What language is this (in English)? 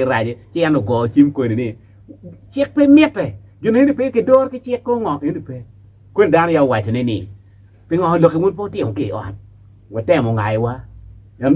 Acoli